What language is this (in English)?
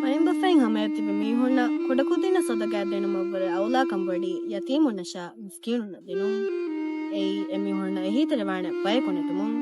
Divehi